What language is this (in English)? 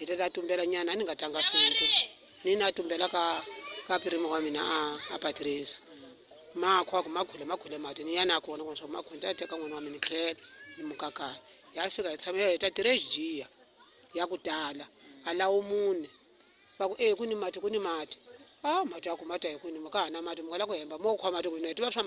Tsonga